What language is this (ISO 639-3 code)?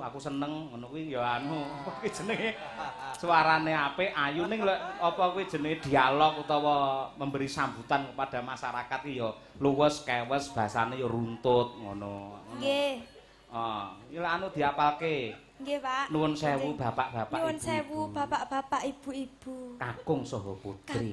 jav